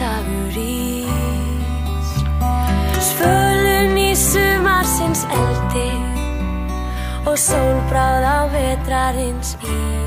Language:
Icelandic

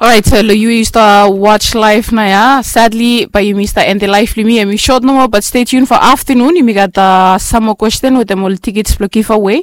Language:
Bislama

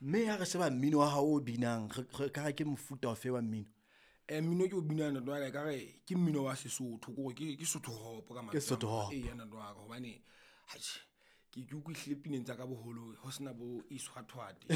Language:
Southern Sotho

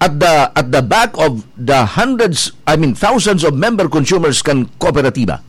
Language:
Bikol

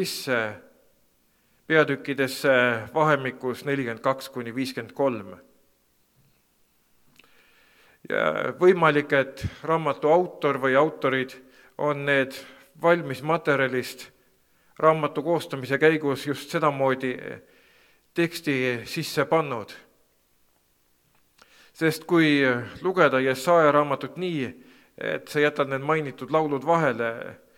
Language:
Estonian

